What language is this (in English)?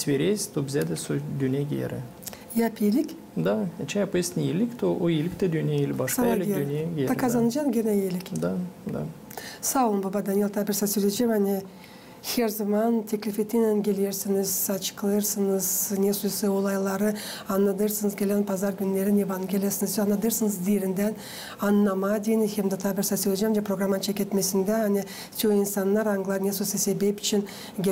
Gagauz